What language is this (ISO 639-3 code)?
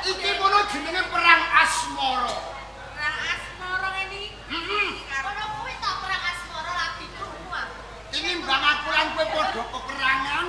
jav